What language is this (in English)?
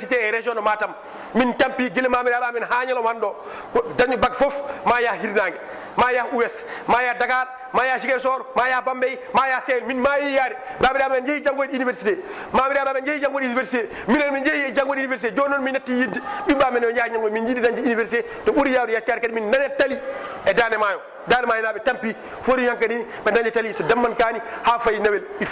Fula